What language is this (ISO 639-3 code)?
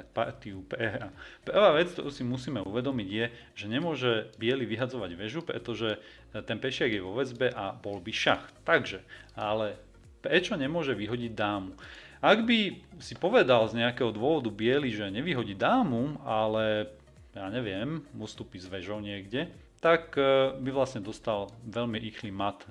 slk